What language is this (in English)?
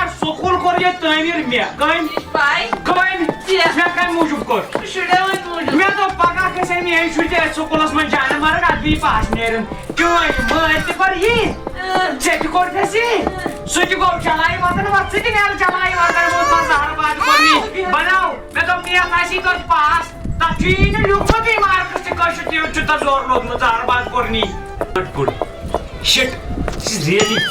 Kashmiri